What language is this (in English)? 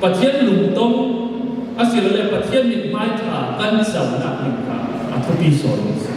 Falam Chin